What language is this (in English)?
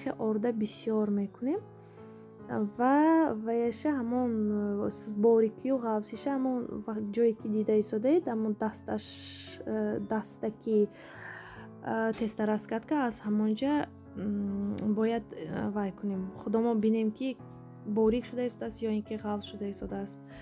Tajik